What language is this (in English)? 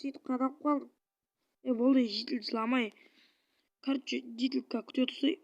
Kazakh